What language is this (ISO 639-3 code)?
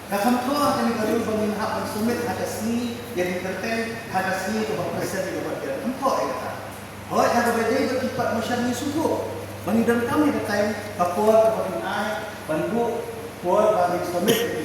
kha